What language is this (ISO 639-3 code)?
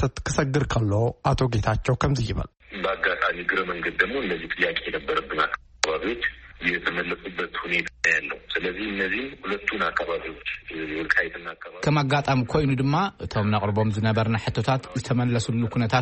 tir